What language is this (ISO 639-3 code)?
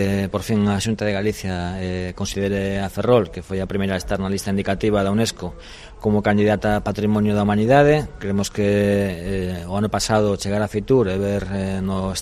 glg